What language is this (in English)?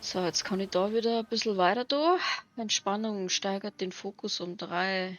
Bavarian